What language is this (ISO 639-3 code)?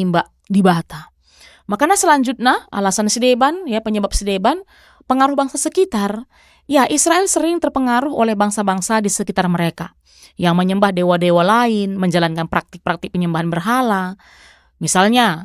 btx